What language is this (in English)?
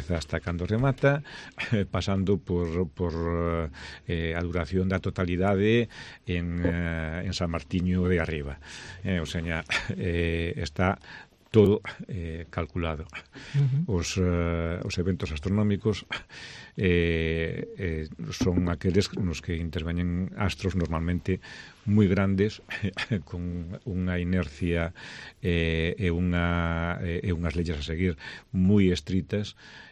Galician